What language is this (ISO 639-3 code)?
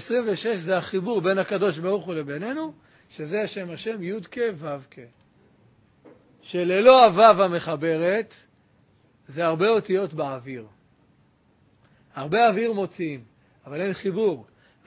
heb